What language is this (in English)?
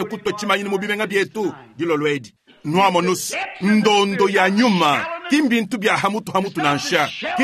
Luba-Lulua